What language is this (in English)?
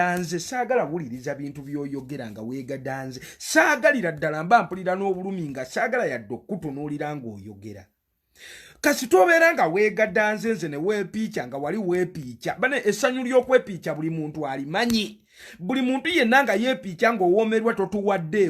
Ganda